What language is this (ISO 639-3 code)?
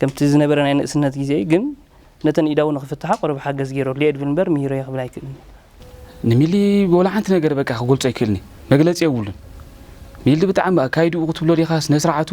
tir